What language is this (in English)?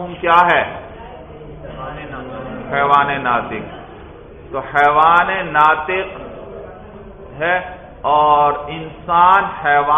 Urdu